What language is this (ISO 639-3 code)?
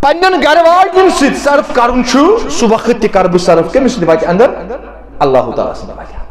kas